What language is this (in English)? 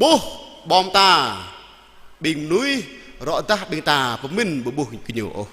Jarai